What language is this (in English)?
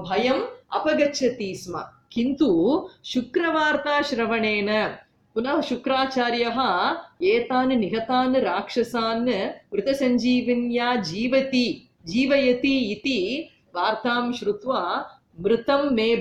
Sanskrit